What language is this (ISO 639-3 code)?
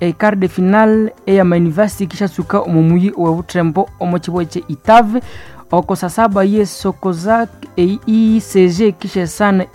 nnb